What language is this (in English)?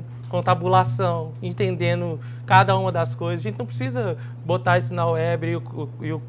Portuguese